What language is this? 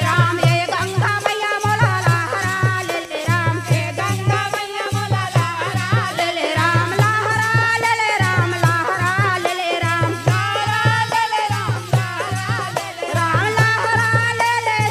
Chhattisgarhi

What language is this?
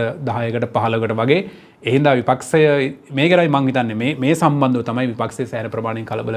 Sinhala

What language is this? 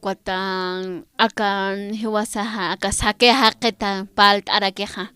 Aymara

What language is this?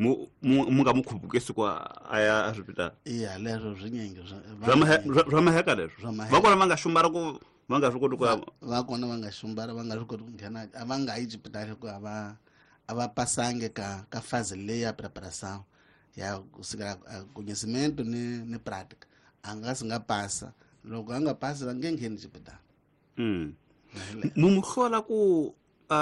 Tsonga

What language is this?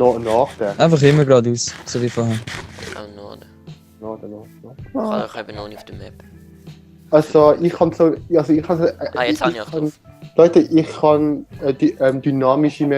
Swiss German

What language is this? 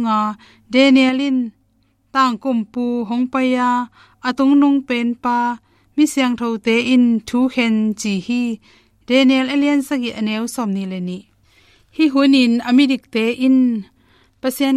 Tedim Chin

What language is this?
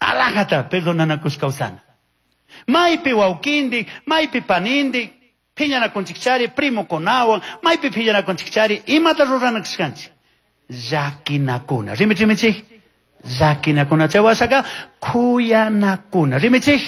Chimborazo Highland Quichua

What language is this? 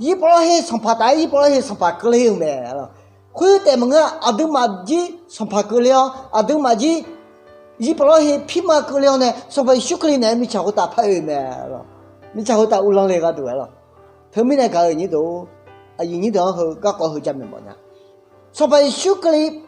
Akha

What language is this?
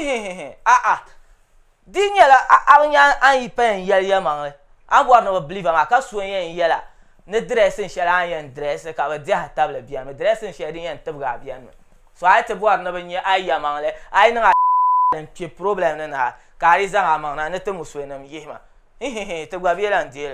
Dagbani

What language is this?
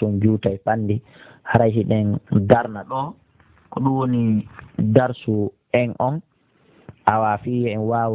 Pular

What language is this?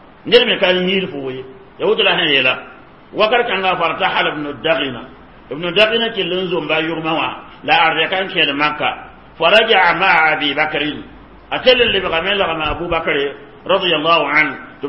Mossi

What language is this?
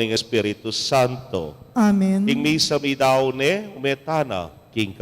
Pampanga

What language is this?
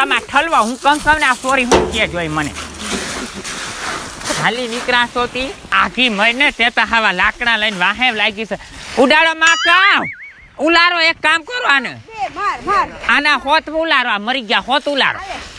Gujarati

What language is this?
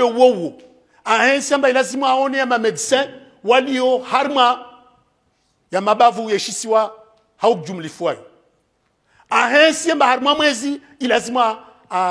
Swahili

